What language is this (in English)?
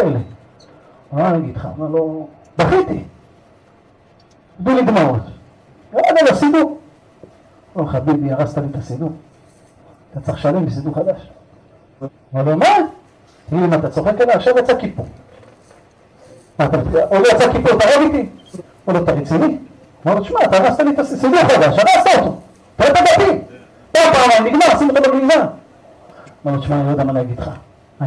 Hebrew